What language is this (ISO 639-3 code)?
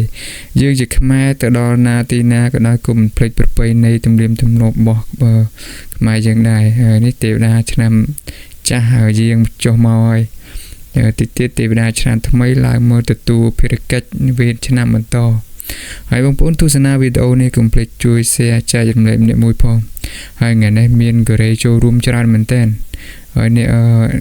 khm